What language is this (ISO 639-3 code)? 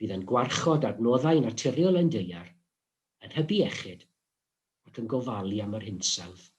cym